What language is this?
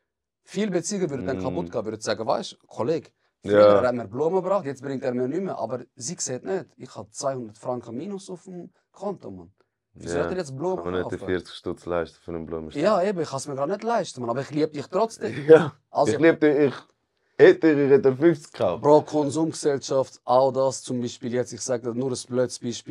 Swiss German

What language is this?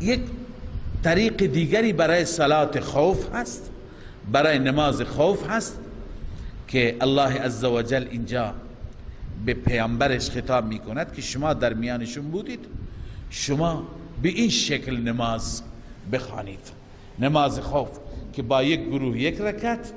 Persian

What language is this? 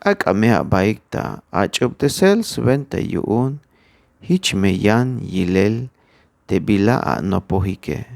Tzeltal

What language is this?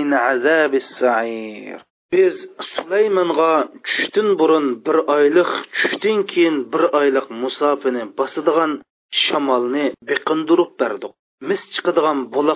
Uyghur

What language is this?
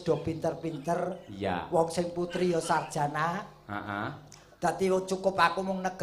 Javanese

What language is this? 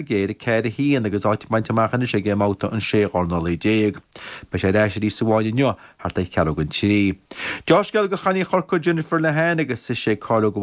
Irish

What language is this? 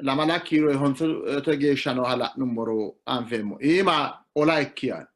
Sidamo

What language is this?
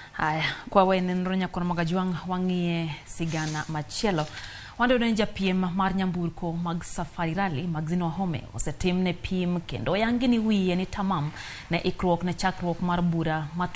Luo (Kenya and Tanzania)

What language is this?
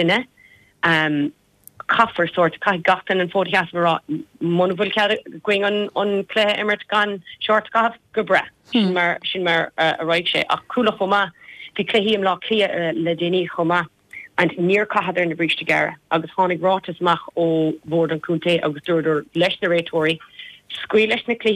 Irish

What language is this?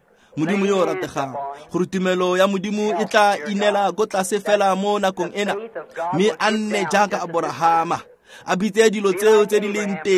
Tswana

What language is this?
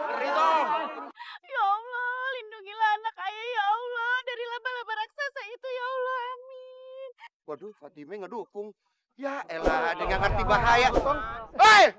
Betawi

